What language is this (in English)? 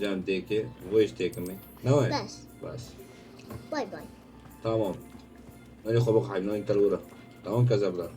Kurdish